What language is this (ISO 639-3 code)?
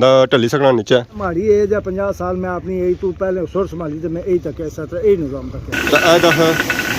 phr